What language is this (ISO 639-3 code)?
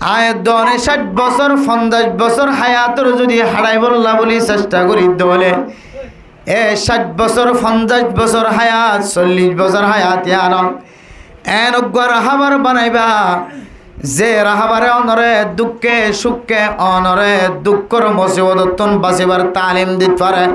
rhg